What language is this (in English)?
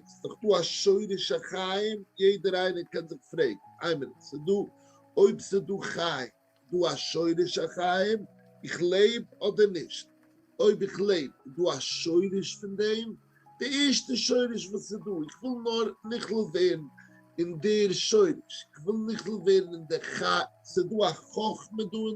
Yiddish